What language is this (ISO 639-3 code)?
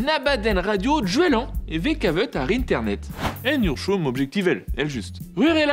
bre